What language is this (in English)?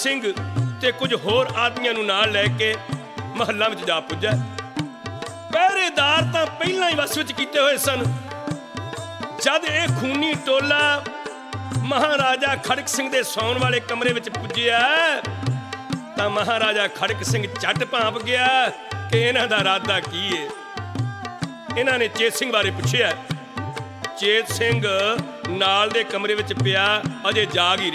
Punjabi